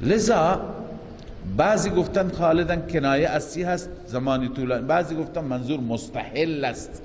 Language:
Persian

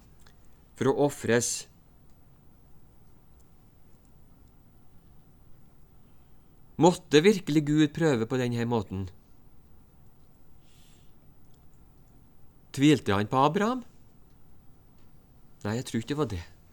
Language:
Norwegian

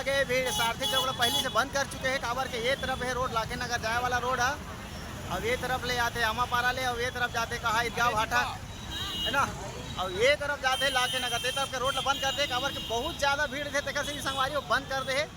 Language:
Chhattisgarhi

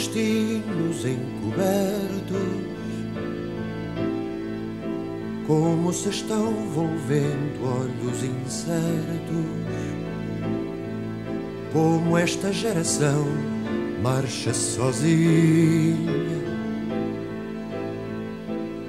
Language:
Portuguese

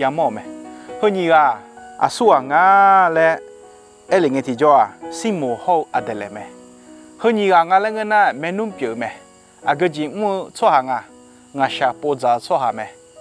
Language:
Akha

